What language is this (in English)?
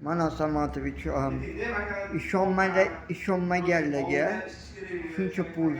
Uzbek